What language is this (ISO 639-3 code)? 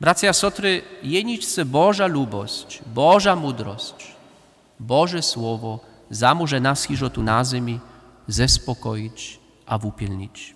hsb